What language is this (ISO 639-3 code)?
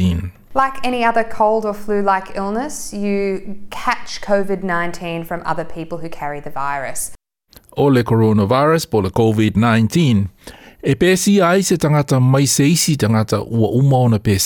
smo